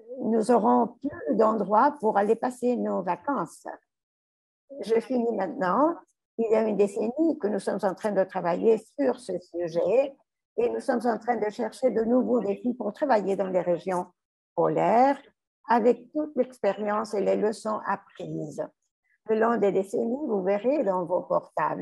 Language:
French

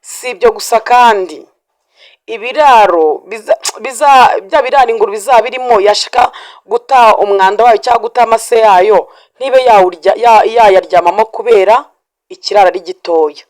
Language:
Kinyarwanda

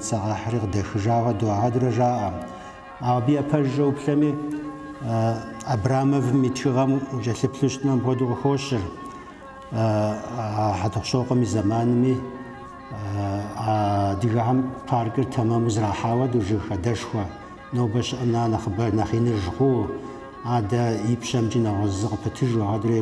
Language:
Kabardian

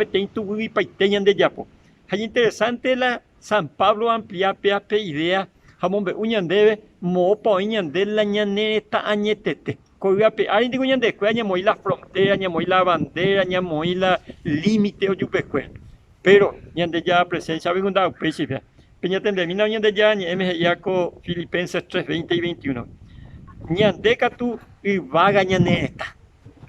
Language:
Guarani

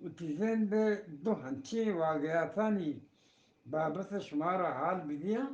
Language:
Eastern Balochi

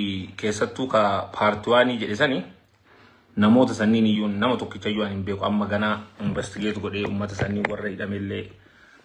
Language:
Oromo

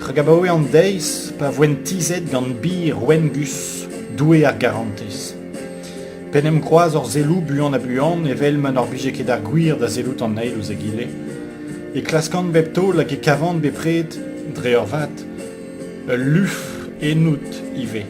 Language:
Breton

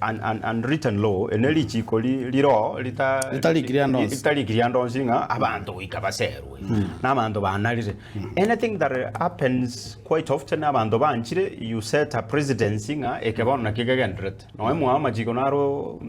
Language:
Gusii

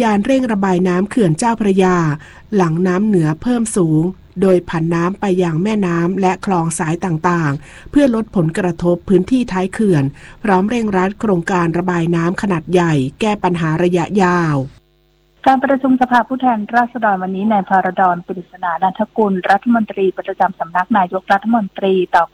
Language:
Thai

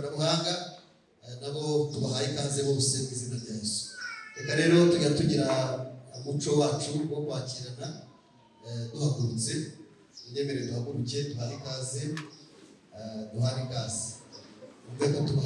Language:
Kinyarwanda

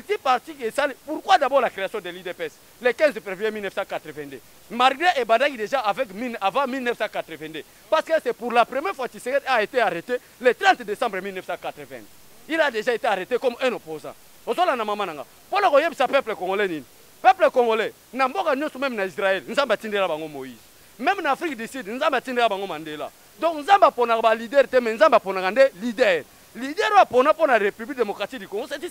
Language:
Lingala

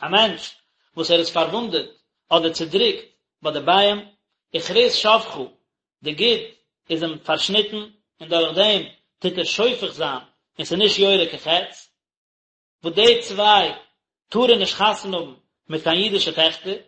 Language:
Yiddish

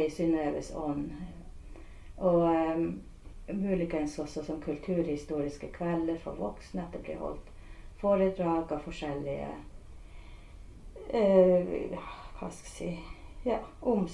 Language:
Norwegian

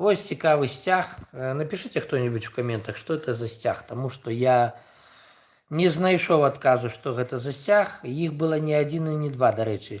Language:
Belarusian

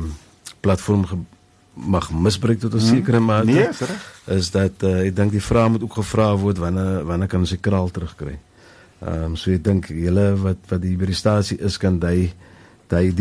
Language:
Afrikaans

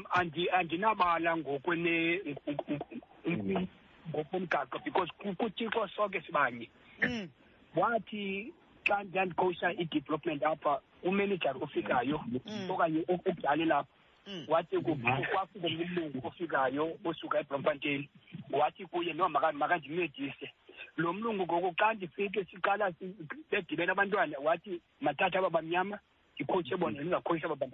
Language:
Xhosa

